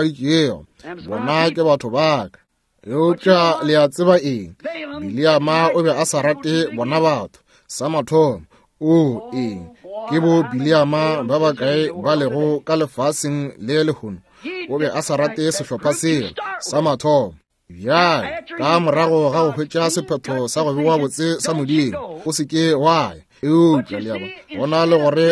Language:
Northern Sotho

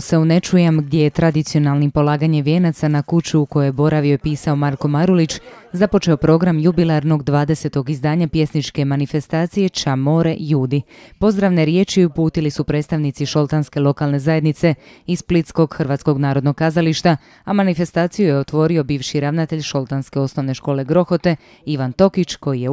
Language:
Croatian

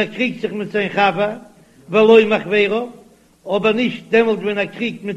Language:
Yiddish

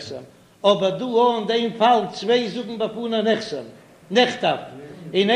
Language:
Yiddish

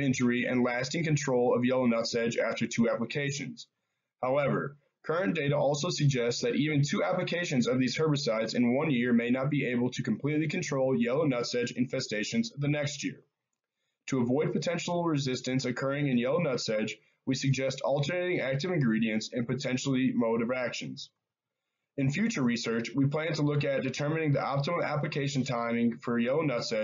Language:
English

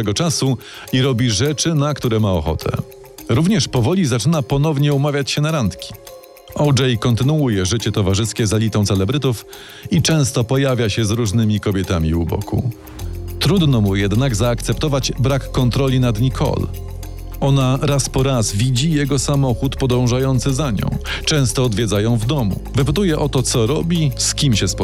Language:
Polish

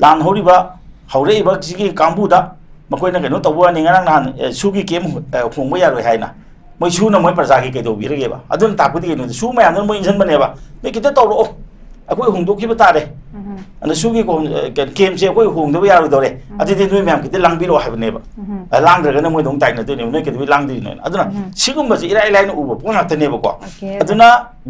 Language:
Manipuri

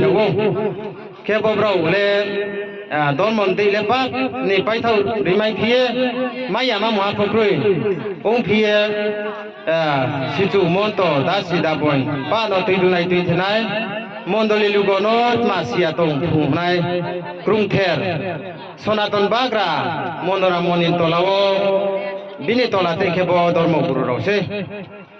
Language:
Riang (India)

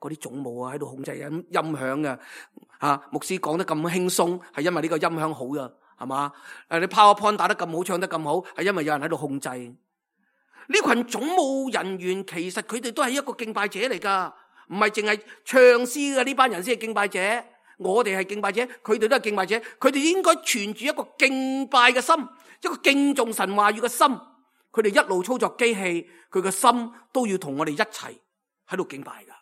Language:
Cantonese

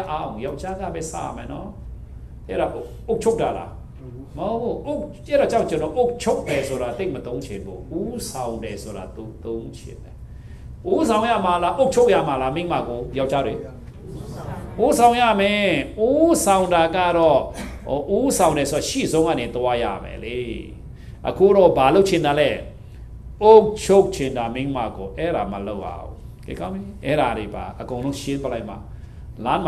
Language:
Burmese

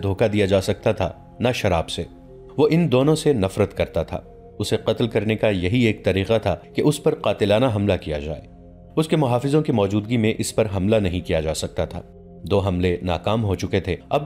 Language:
Urdu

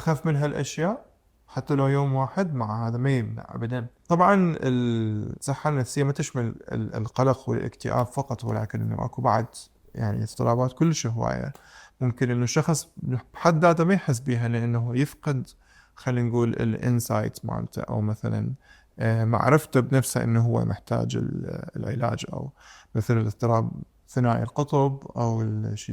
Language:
Mesopotamian Arabic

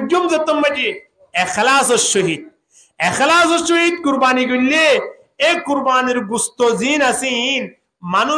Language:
Rohingya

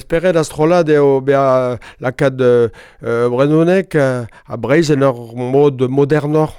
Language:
Breton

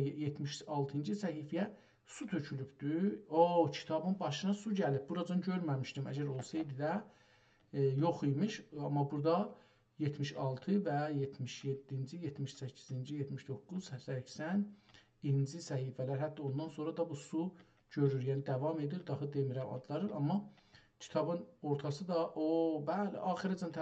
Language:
South Azerbaijani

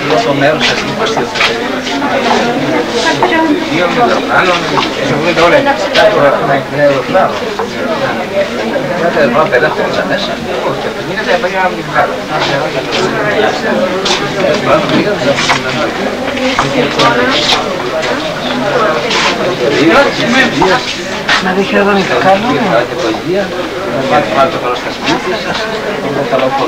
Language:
Greek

